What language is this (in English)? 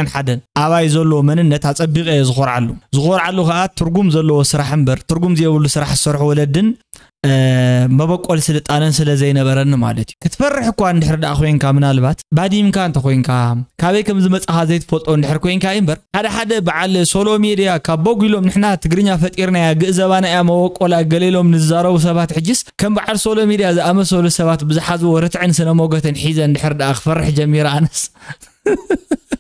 Tigrinya